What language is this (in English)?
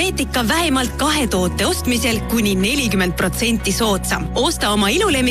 Estonian